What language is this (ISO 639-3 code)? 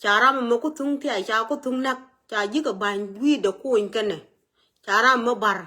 nus